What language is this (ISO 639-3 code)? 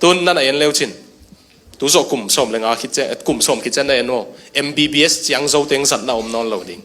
ctd